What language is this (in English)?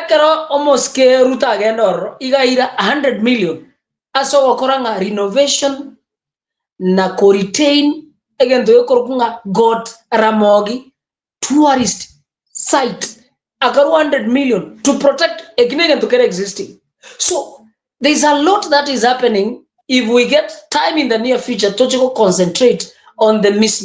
Gusii